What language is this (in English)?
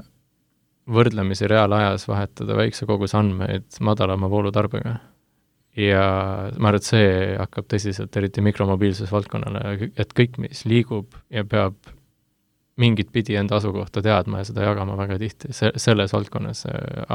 Estonian